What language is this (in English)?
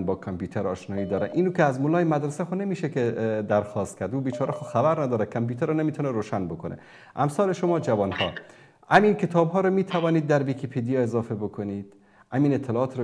Persian